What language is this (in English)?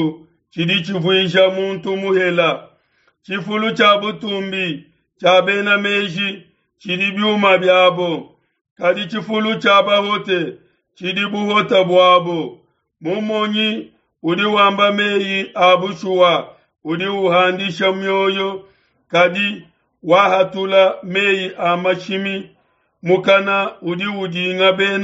Luba-Lulua